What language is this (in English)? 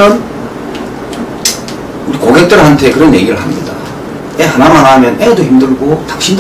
Korean